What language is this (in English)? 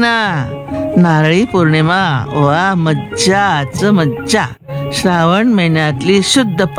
Marathi